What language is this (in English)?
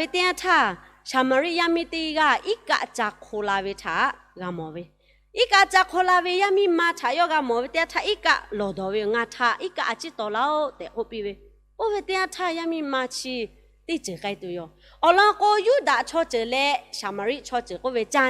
Lahu